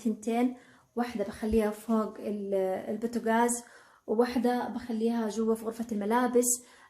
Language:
Hijazi Arabic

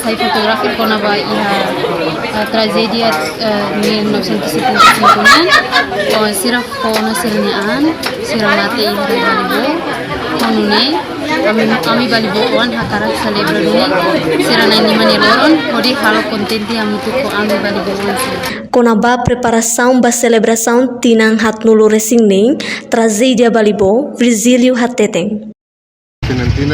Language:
Tetum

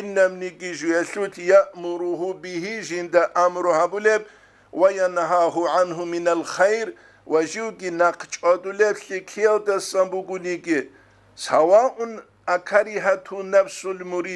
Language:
Avaric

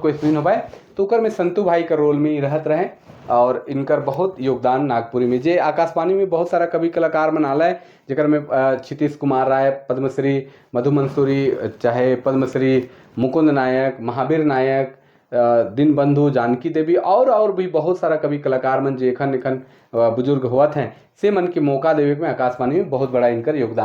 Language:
Sadri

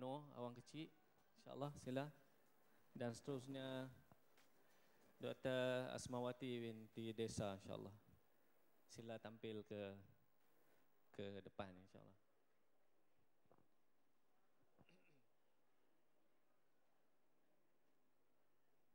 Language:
Malay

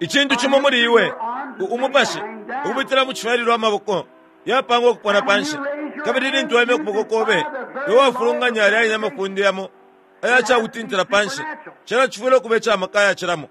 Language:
Bemba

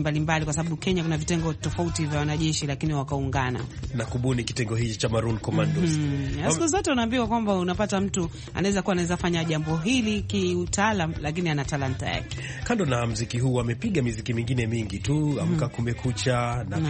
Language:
Swahili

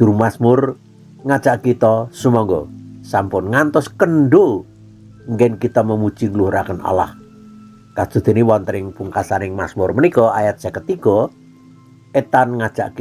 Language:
Javanese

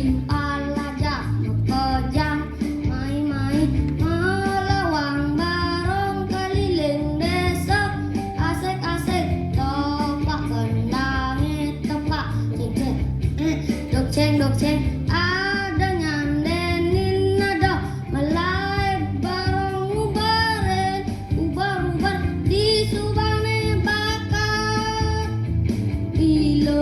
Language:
Balinese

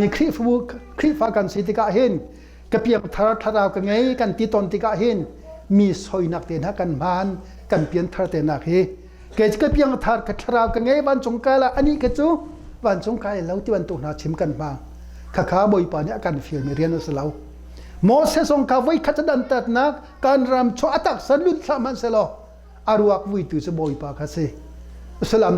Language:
Hakha Chin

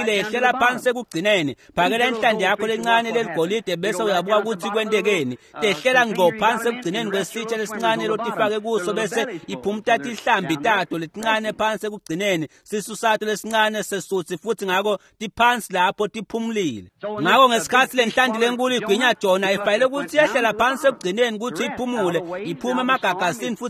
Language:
Swati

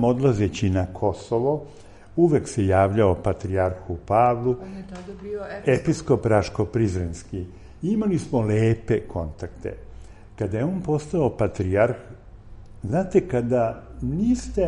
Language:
Serbian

